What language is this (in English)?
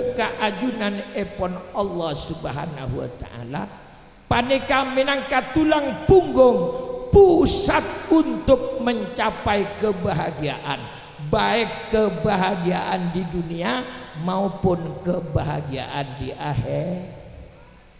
Madurese